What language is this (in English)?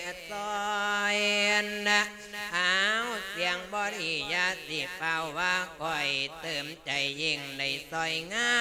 Lao